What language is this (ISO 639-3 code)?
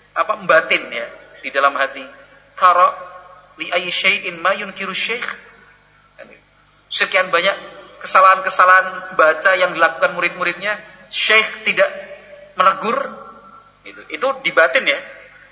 ind